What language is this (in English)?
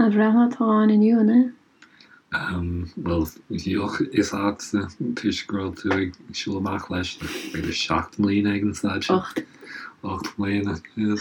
Irish